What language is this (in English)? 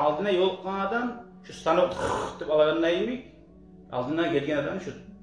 Kumyk